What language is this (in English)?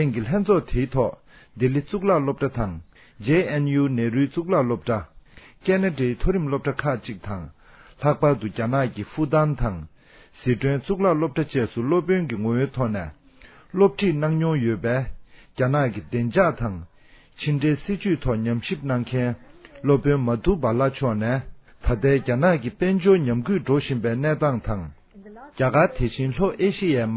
Tibetan